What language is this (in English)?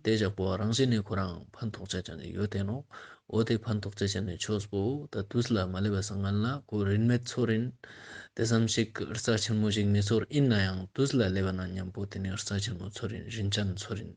Ladakhi